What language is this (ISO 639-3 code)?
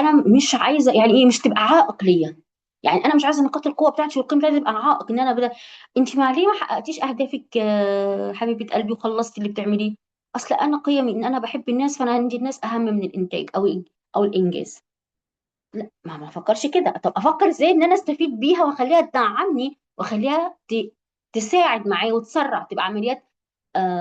arz